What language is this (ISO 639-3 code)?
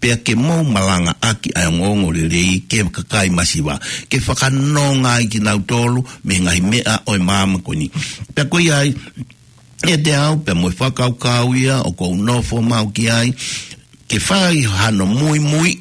ton